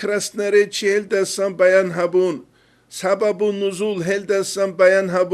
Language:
Avaric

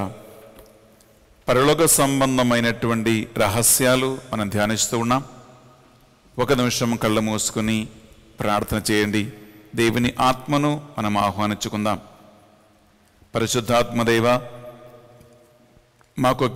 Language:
Telugu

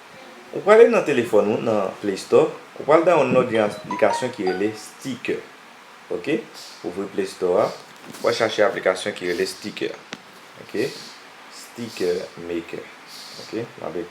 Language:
Haitian Creole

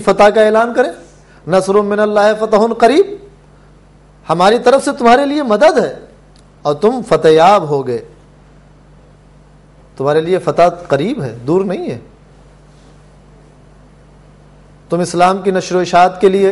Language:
Urdu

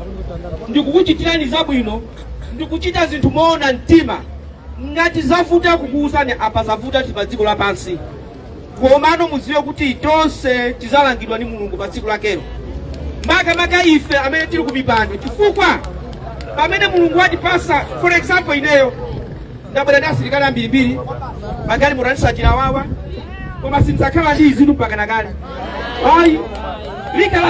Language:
Nyanja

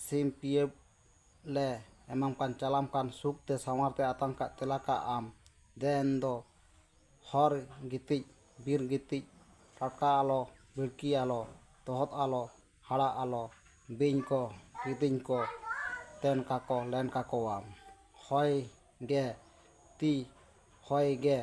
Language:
Santali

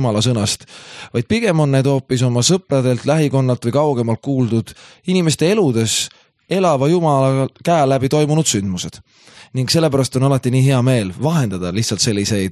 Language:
Estonian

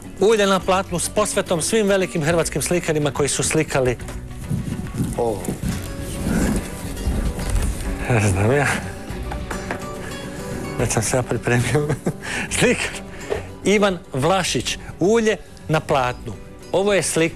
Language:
Croatian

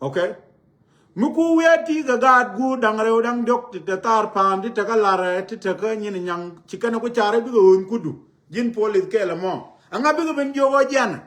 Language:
Nuer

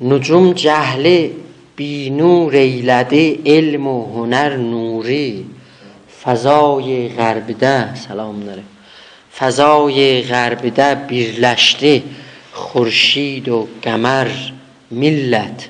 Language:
South Azerbaijani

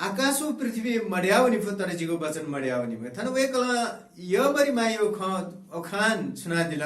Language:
Newari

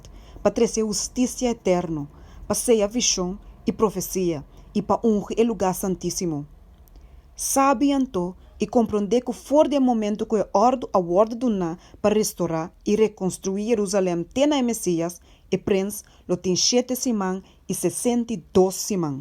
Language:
Papiamento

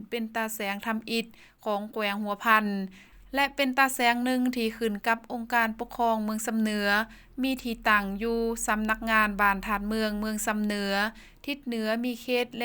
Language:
Lao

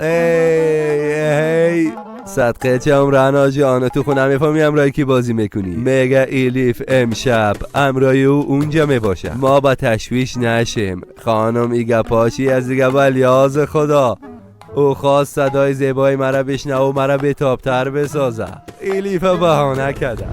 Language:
Persian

